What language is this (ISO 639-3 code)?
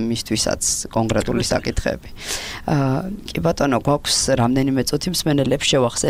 kat